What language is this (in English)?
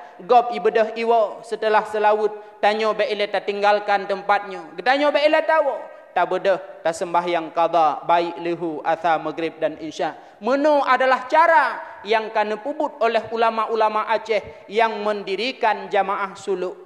Achinese